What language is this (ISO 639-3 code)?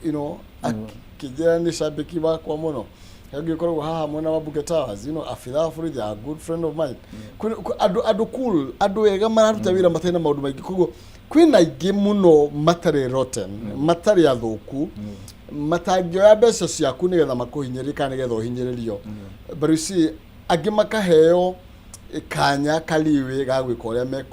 kik